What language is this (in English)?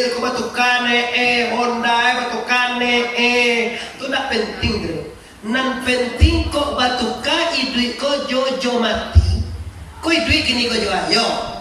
Minangkabau